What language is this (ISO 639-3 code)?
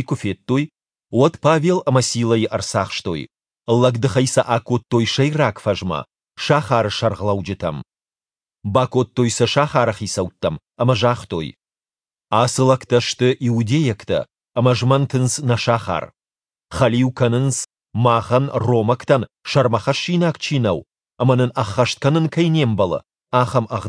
oss